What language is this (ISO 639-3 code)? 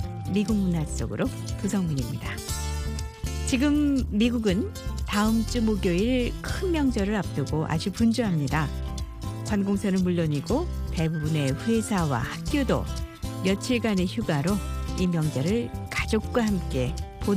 kor